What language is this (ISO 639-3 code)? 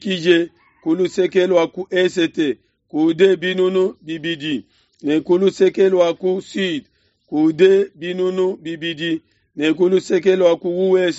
lua